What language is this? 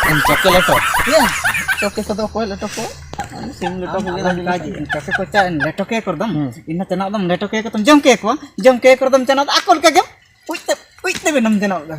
Ho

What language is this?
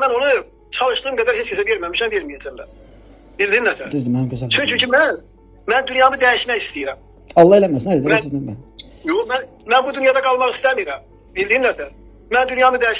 Azerbaijani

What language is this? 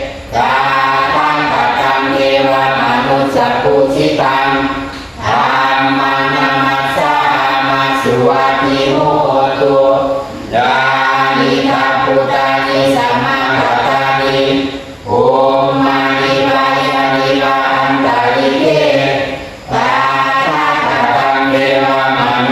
Pali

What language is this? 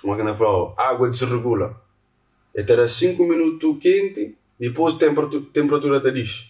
Kabuverdianu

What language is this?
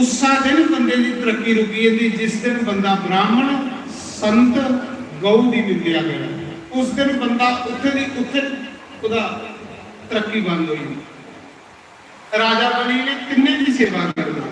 Dogri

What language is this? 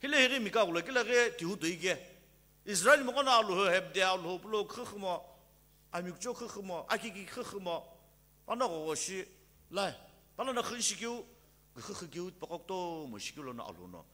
Sumi Naga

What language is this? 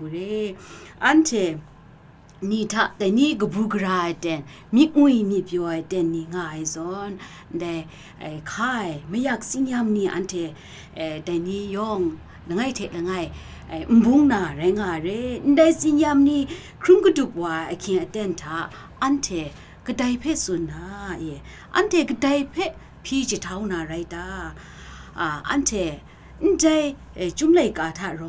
Kachin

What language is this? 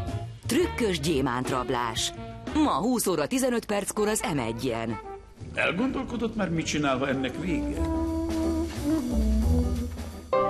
Hungarian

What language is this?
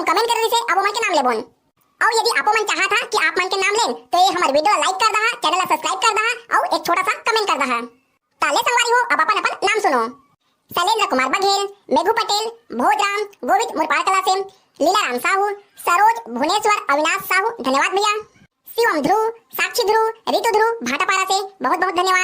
Chhattisgarhi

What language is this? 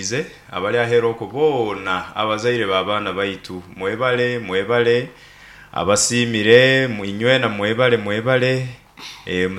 Nyoro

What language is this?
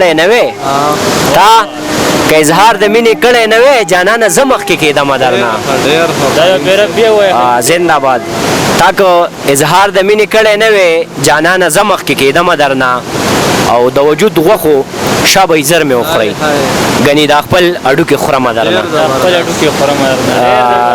Pashto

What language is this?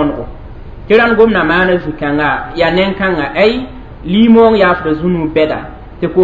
Mossi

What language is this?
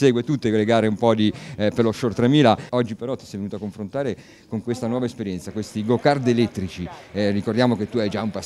Italian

